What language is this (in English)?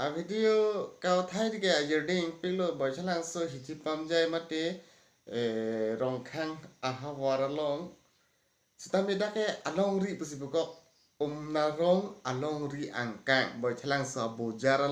Karbi